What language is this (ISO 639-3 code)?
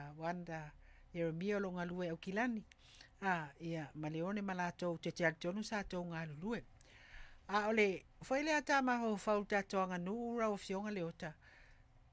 smo